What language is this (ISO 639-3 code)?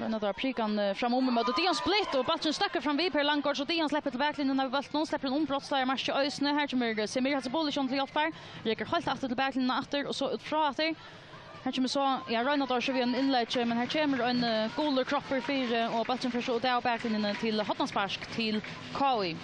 fao